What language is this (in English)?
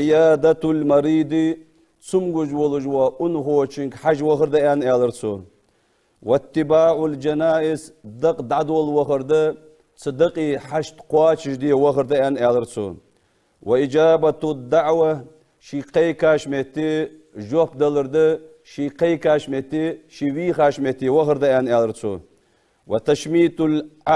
Ingush